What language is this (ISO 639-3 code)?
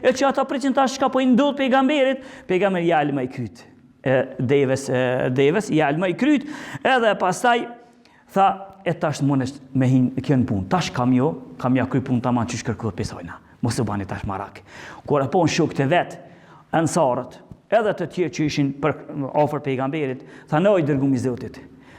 sqi